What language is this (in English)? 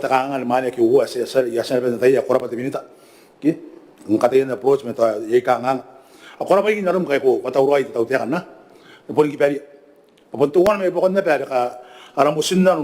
Gilbertese